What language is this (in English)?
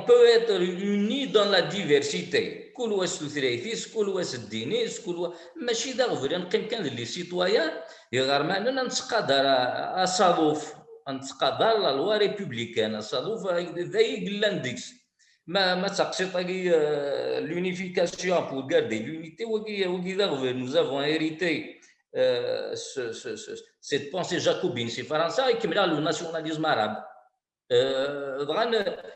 Kabyle